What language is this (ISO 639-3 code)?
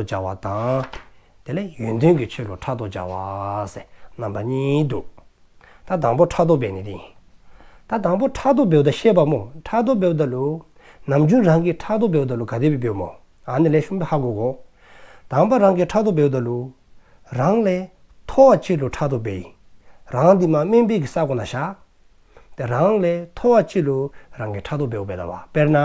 dzo